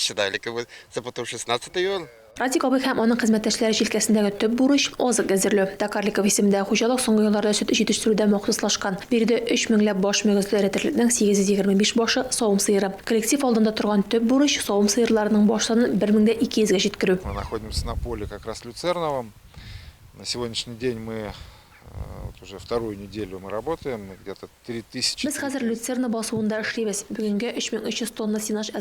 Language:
Tatar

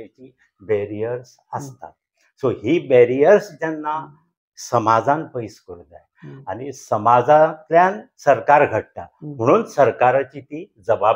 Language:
Konkani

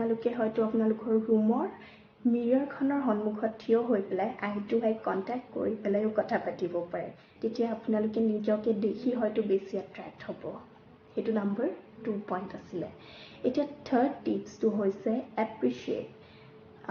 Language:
Assamese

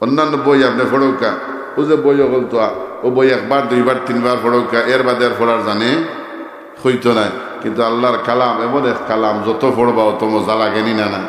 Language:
Sylheti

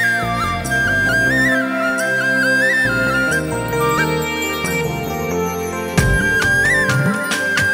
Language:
Malayalam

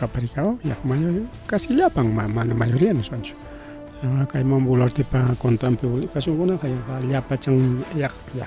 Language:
Ayacucho Quechua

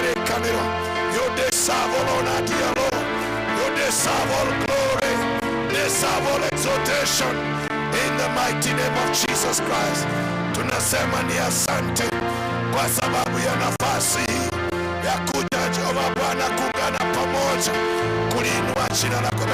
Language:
Kikuyu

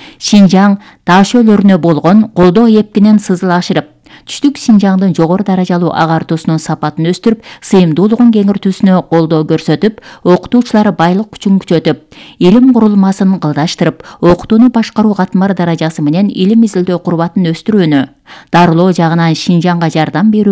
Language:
Kyrgyz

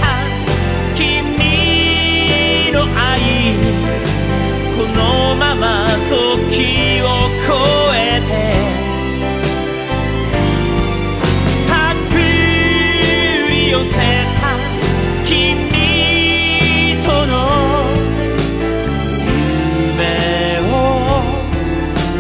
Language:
Japanese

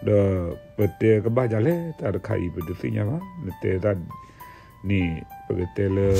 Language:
S'gaw Karen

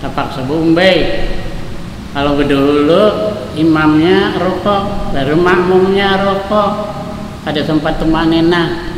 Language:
Banjar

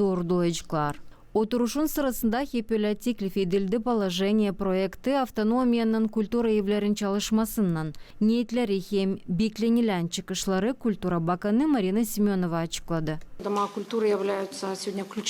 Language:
Gagauz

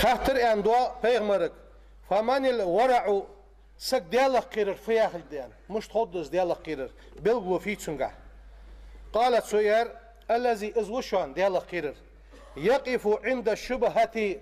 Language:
Ingush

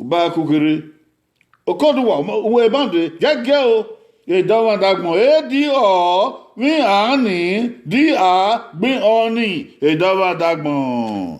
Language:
Bini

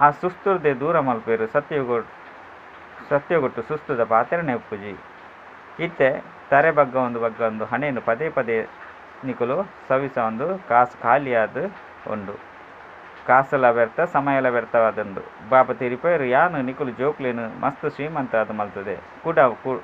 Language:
Tulu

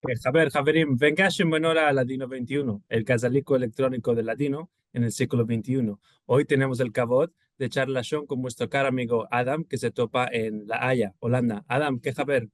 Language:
Ladino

